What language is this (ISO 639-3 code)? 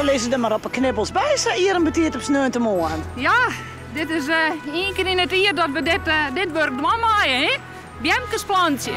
fry